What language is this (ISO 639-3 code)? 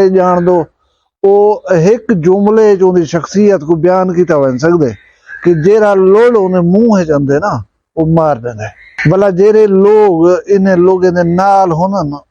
skr